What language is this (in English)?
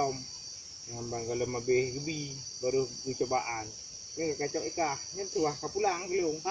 Achinese